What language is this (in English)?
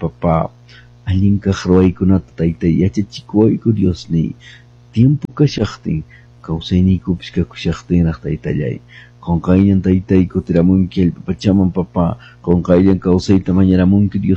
Quechua